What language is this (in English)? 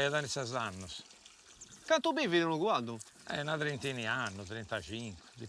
Sardinian